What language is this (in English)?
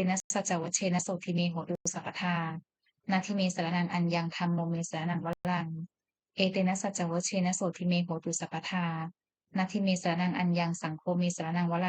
Pali